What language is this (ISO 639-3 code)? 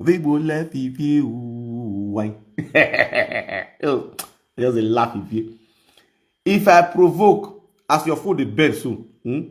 pcm